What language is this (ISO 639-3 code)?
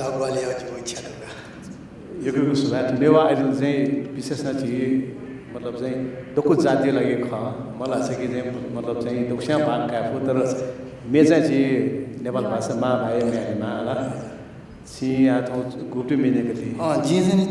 new